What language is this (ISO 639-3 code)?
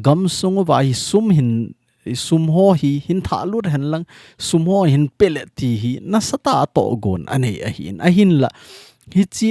tcz